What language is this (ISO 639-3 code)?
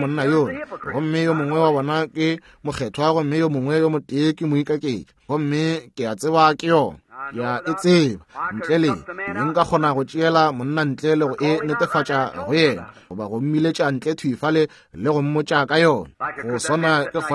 nso